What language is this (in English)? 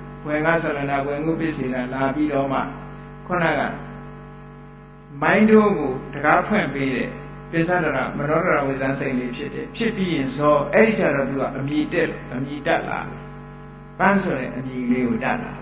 Burmese